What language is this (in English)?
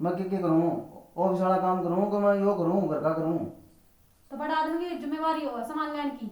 Haryanvi